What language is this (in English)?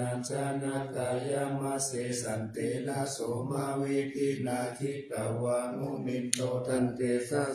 Pali